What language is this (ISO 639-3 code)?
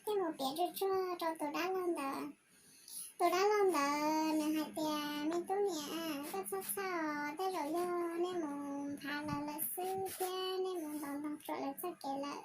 hmn